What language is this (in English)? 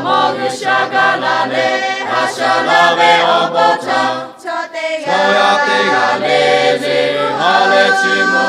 Lahu